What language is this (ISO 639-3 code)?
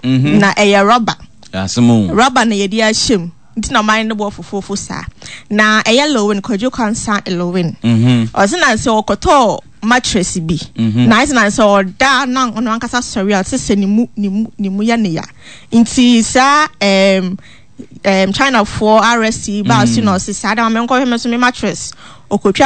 aka